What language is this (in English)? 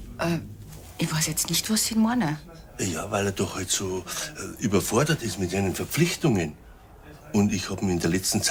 Bavarian